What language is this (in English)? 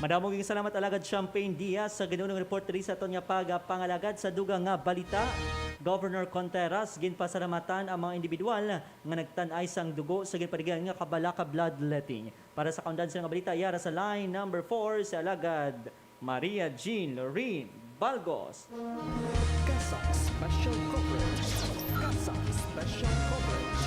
Hiligaynon